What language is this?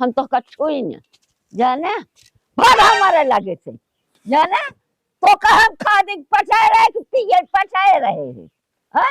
Awadhi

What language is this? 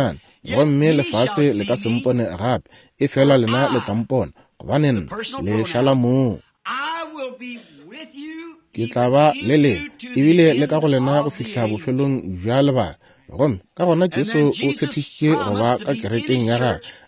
Northern Sotho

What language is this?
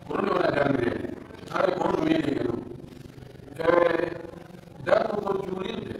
Pular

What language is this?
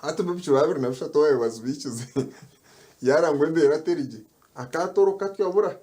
Nyankole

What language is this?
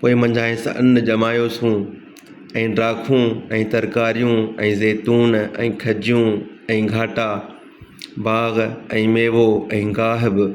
Sindhi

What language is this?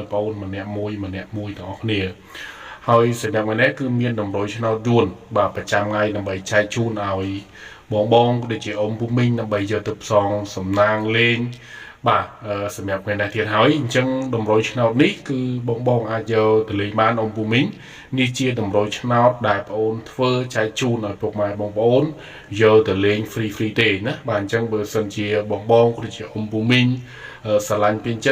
Khmer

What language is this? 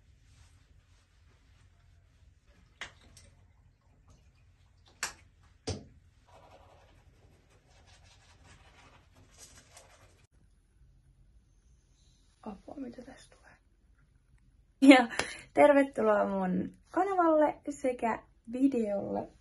Finnish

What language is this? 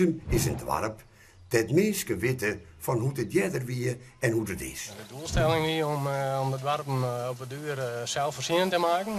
Western Frisian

